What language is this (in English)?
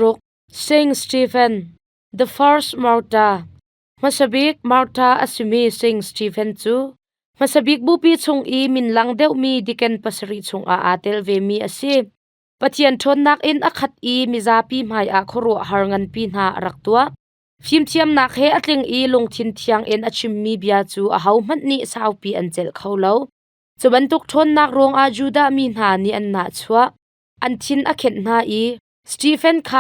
Hakha Chin